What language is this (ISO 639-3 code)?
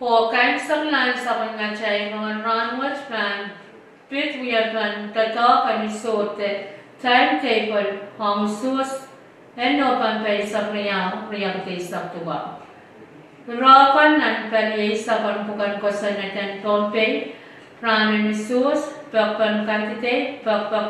pon